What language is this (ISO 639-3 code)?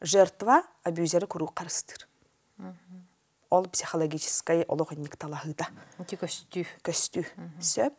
sah